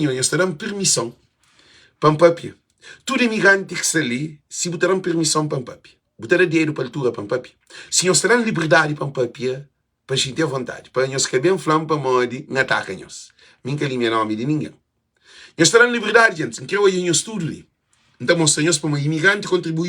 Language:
Kabuverdianu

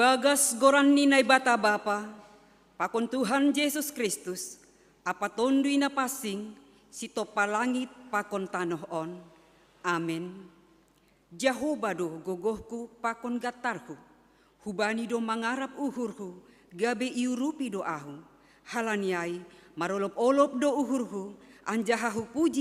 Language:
Batak Simalungun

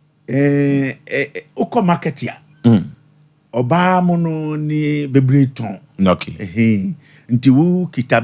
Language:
Akan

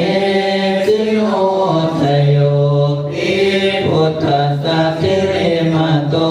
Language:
Pali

